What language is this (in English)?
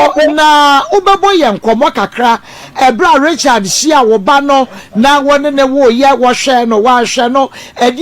Akan